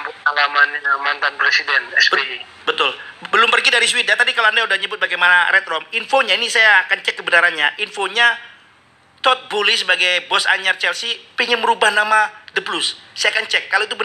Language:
Indonesian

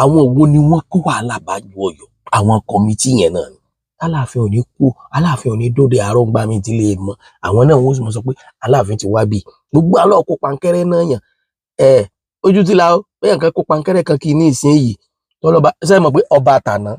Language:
Yoruba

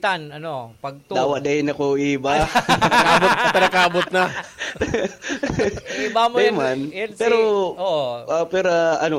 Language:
Bikol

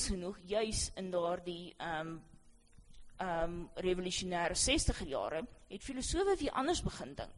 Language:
Afrikaans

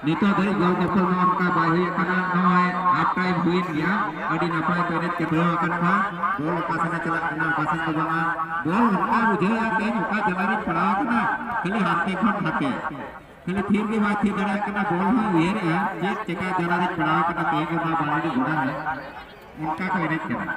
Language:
Santali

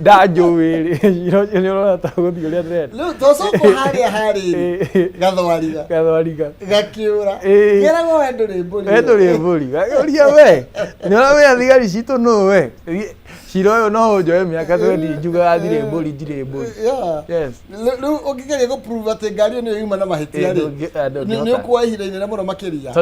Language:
Kikuyu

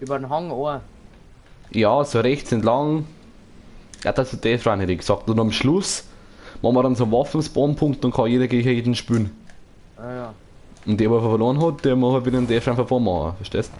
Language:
Bavarian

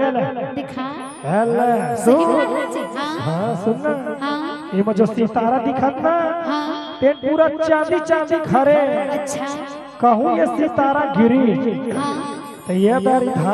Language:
Chhattisgarhi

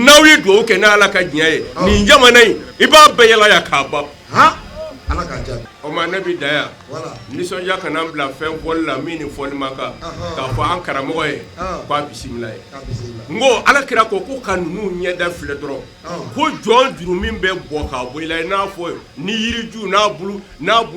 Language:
Bambara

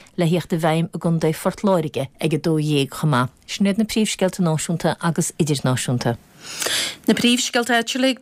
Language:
Irish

